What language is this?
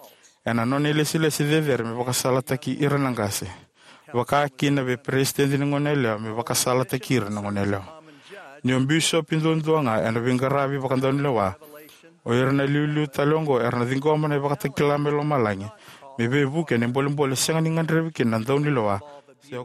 Fijian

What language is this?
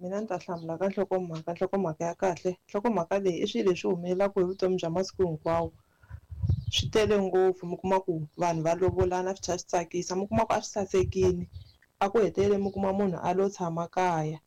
Tsonga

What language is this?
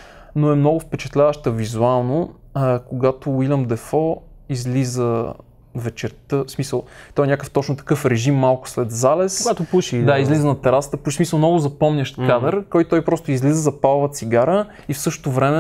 Bulgarian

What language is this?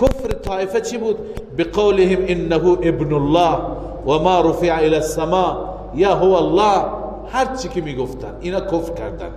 Persian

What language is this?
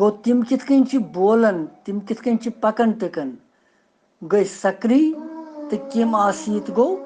Kashmiri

